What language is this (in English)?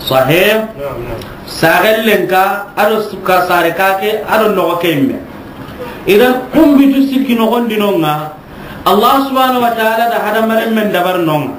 Soninke